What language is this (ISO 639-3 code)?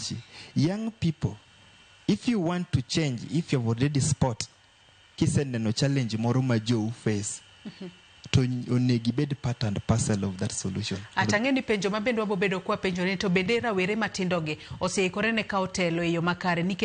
luo